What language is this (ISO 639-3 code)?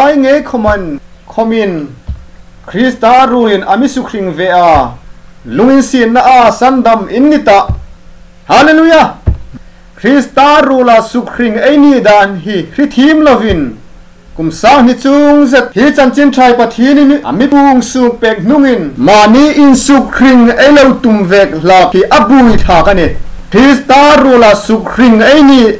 hmr